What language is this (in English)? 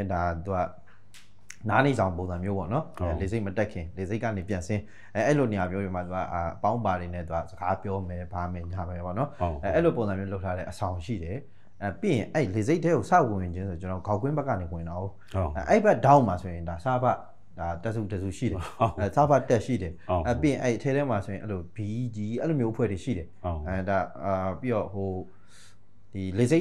Burmese